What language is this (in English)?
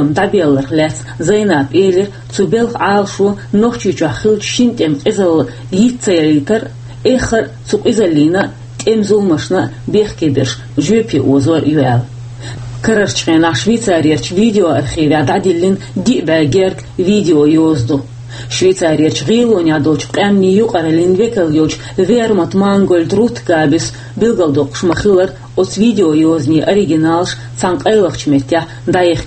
Chechen